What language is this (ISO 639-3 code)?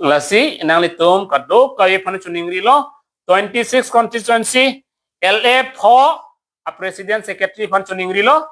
mjw